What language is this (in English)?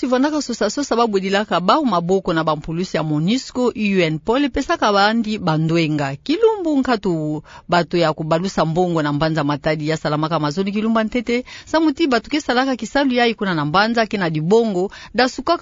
Kituba (Democratic Republic of Congo)